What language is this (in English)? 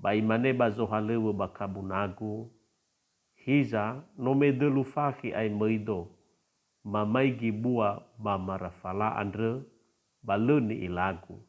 Nias